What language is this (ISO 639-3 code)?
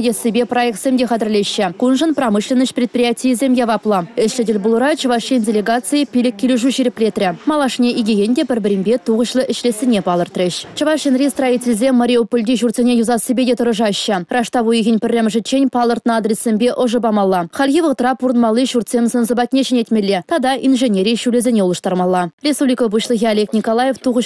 chv